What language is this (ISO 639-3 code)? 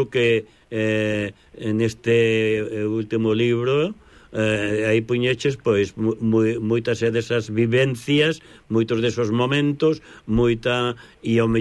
glg